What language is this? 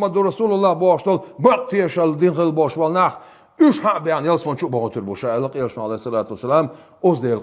Chechen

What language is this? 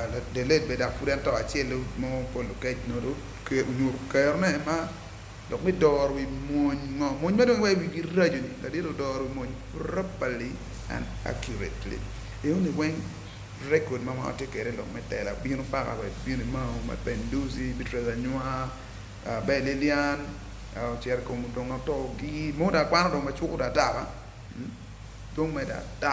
Acoli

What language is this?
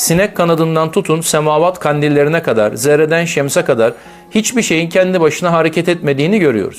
Turkish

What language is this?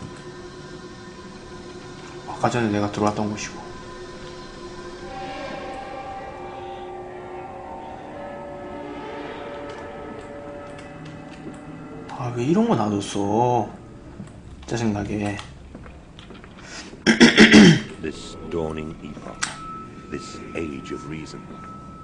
Korean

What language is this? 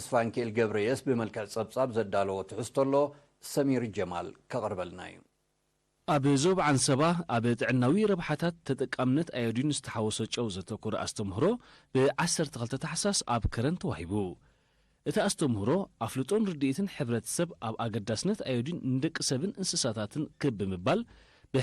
Tigrinya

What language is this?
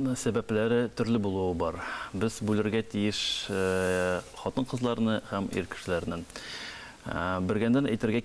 Tatar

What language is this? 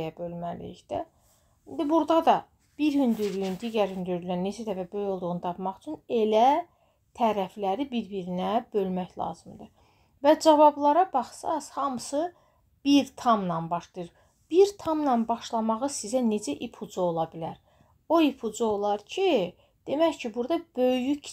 Azerbaijani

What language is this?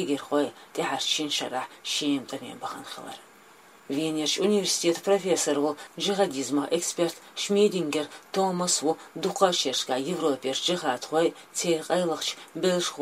Chechen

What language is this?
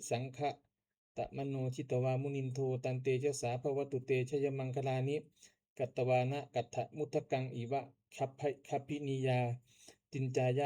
Pali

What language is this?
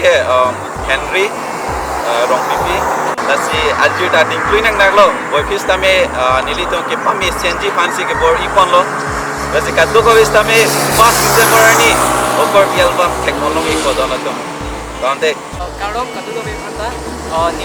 Karbi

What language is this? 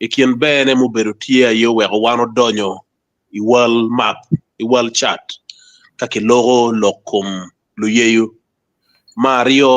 Acoli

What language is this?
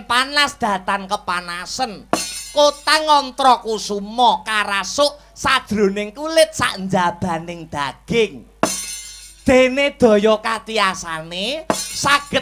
Javanese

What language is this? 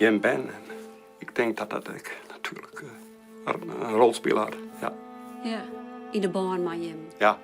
Western Frisian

